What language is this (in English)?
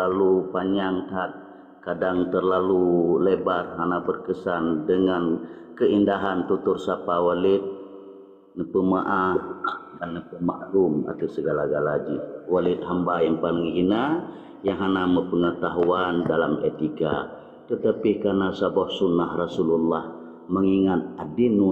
Achinese